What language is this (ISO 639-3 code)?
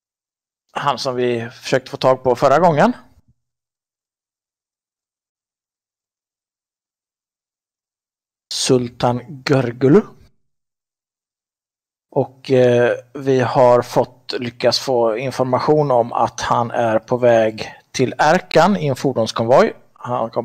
swe